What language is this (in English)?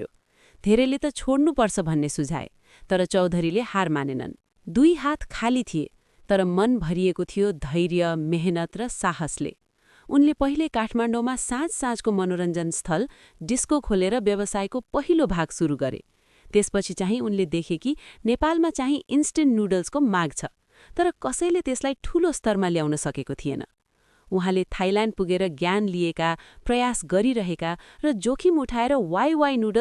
Nepali